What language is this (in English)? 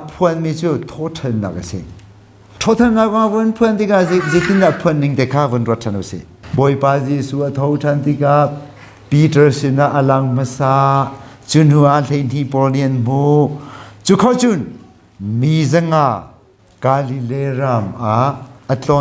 Hakha Chin